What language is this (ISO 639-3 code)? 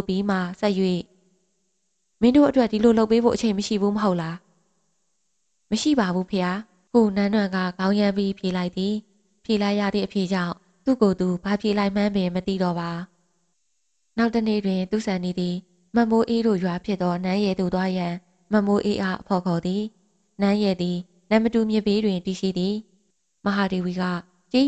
mya